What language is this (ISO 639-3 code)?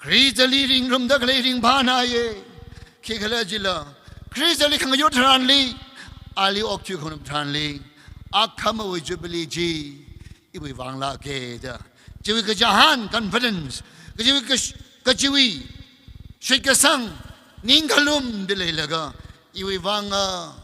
nmf